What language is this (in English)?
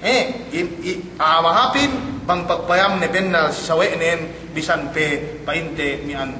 Yakan